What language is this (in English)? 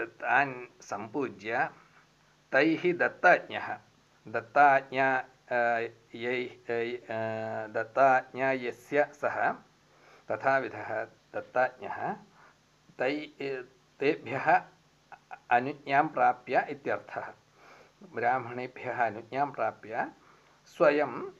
Sanskrit